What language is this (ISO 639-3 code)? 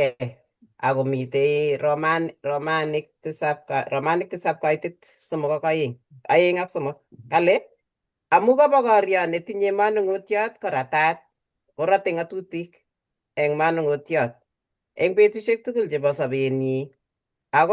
kln